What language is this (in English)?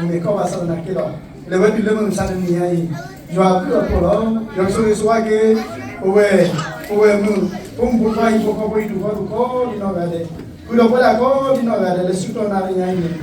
S'gaw Karen